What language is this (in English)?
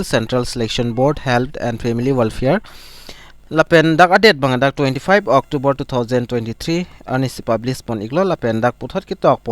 Karbi